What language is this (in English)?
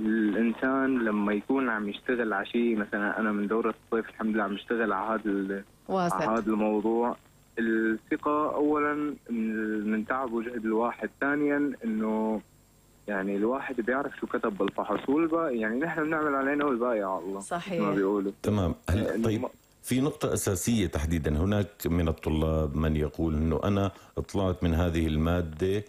North Levantine Arabic